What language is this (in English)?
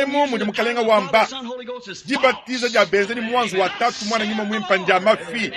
Luba-Lulua